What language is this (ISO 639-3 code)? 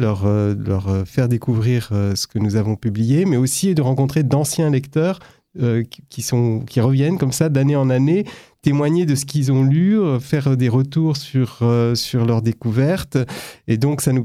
fra